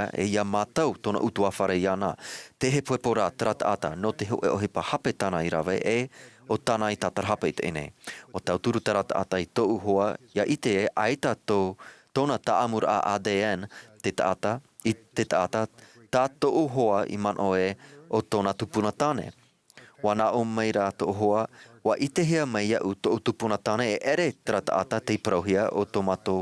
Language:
Tahitian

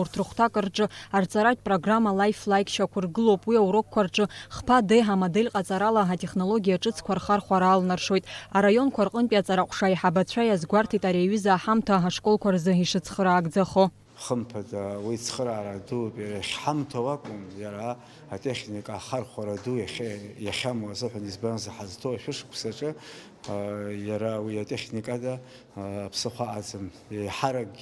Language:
Abkhazian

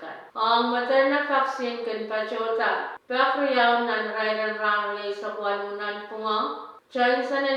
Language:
Pohnpeian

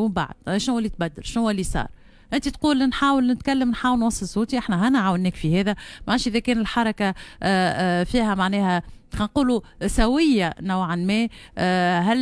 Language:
Tunisian Arabic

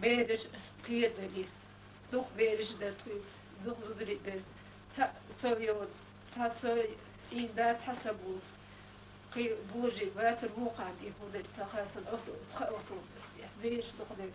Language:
Chechen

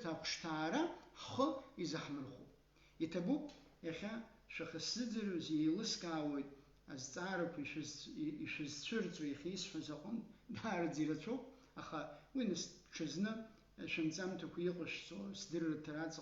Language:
Abkhazian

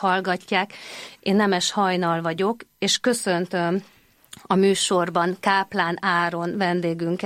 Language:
Hungarian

